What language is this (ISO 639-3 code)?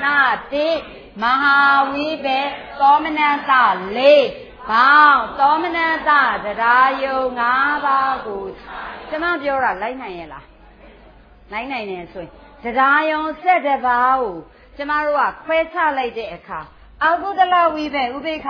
mya